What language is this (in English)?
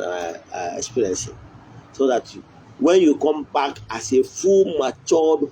Igbo